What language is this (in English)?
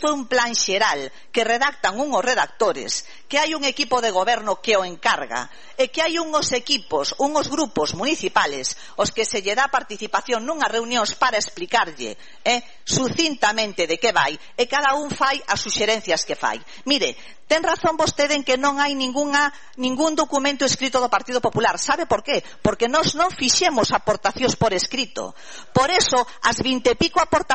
Galician